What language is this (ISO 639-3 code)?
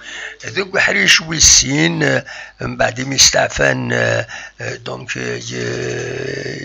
kab